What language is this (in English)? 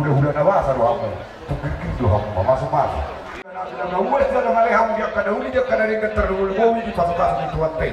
Batak Toba